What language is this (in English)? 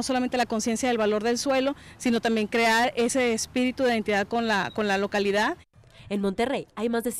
Spanish